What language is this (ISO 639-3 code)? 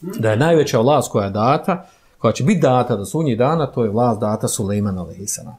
bos